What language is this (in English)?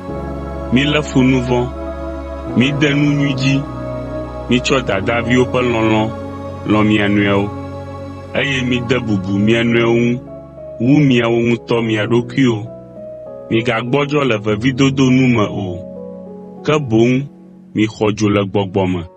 Ewe